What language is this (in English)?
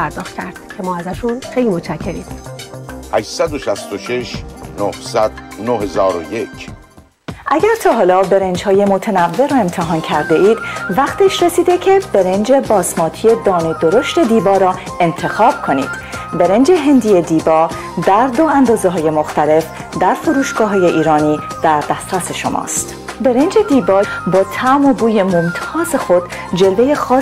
Persian